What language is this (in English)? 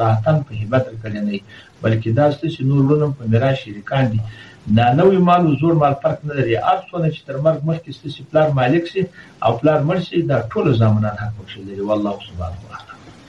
Pashto